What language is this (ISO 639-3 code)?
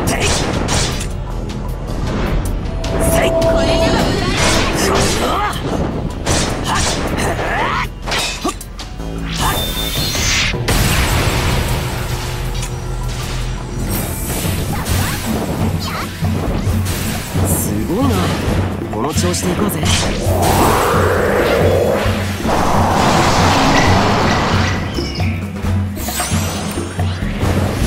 jpn